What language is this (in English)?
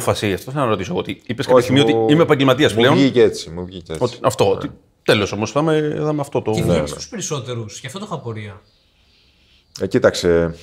Greek